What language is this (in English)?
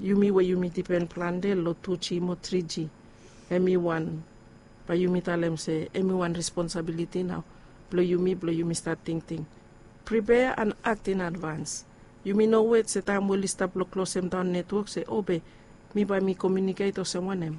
Bislama